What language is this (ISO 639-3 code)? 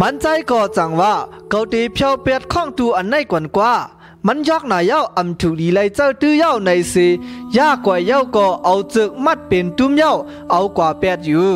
shn